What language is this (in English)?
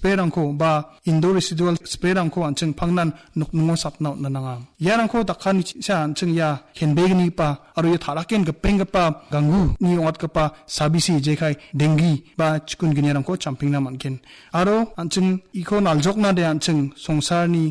Garo